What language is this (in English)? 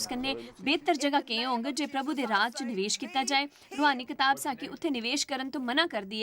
Dogri